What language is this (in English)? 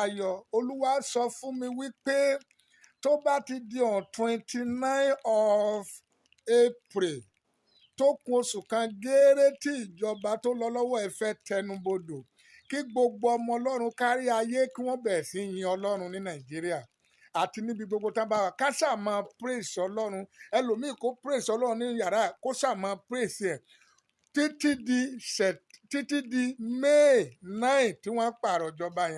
Yoruba